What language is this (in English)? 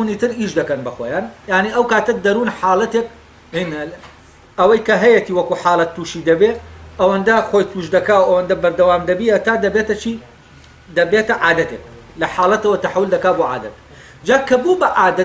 Central Kurdish